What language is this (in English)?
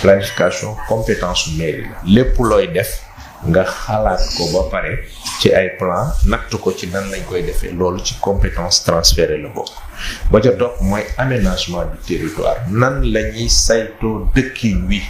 Wolof